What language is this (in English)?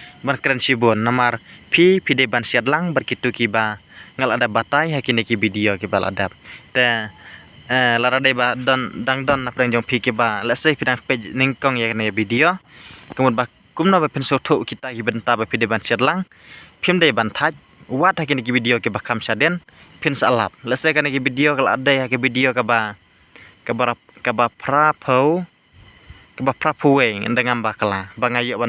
Khasi